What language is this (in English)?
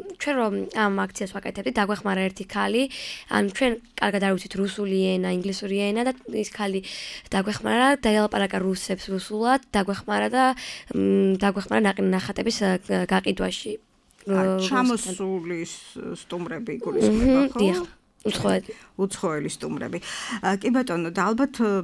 Georgian